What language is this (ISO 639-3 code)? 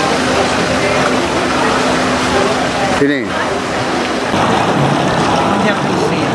spa